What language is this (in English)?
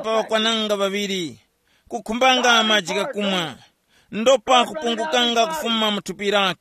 Tumbuka